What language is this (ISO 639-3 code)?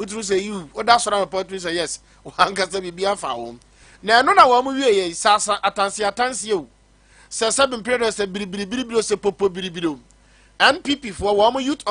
aka